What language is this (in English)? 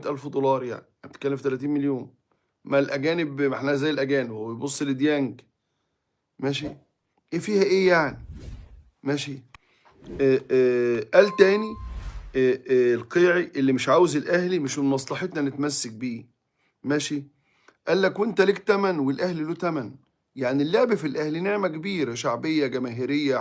Egyptian Arabic